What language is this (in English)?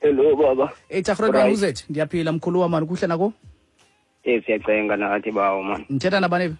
Xhosa